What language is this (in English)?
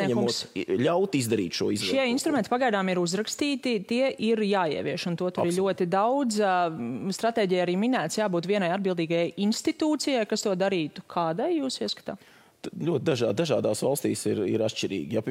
Latvian